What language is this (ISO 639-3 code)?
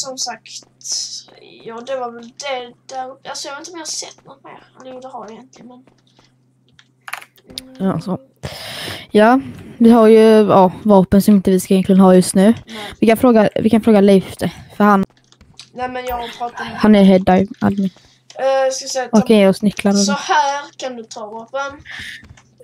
swe